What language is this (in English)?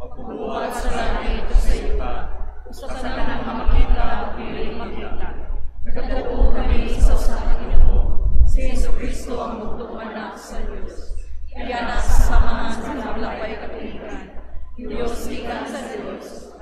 Cebuano